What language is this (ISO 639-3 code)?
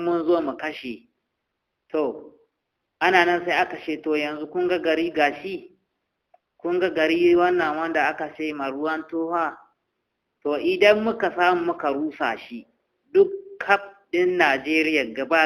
hau